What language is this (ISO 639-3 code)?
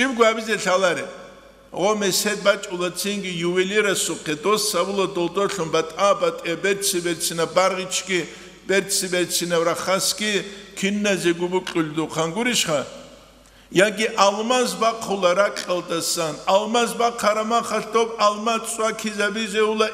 ava